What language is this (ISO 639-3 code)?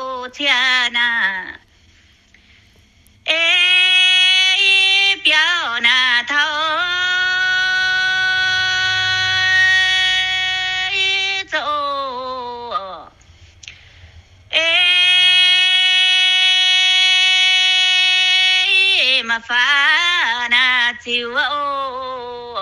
vie